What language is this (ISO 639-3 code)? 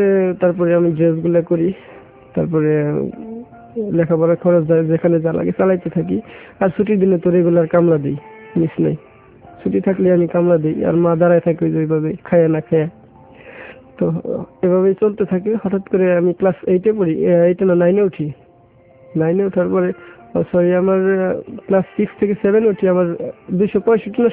ben